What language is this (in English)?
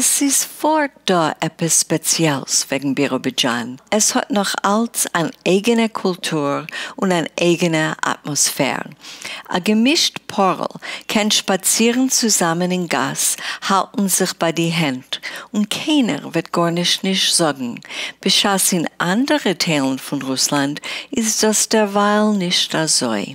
Yiddish